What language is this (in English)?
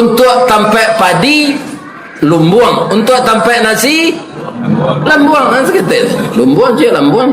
Minangkabau